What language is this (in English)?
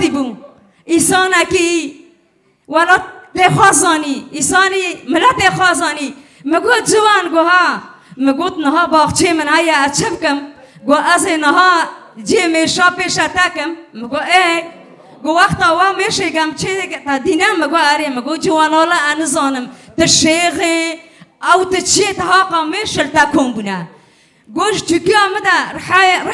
Kurdish